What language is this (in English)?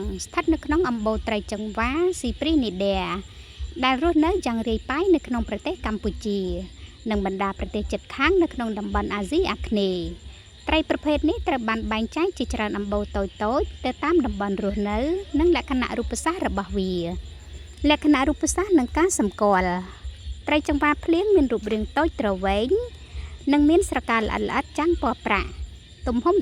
Khmer